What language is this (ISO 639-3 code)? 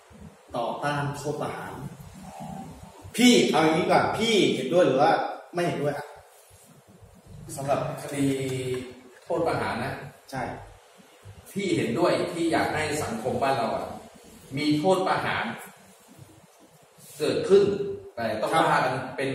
tha